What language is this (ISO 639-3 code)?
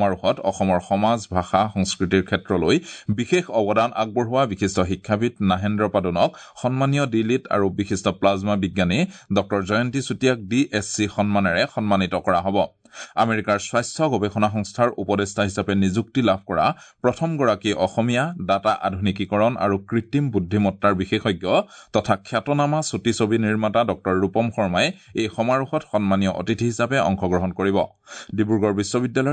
asm